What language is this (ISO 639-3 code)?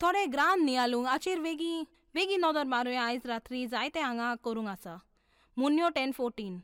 kok